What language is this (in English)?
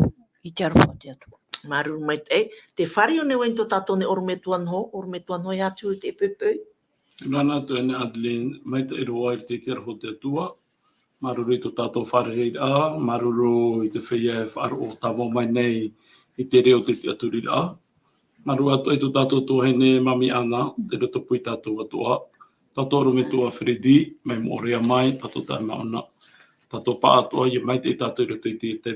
Tahitian